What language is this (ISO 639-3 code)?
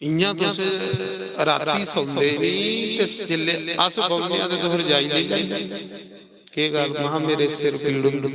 doi